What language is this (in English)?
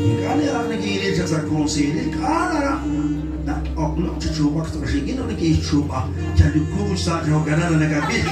Kekchí